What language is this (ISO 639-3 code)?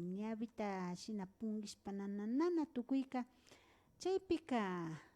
qvi